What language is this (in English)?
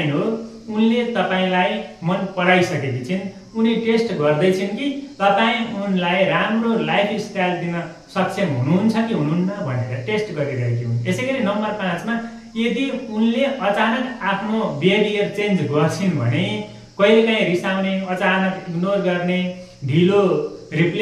Nepali